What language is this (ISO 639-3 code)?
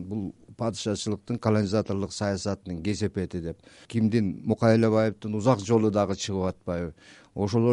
kir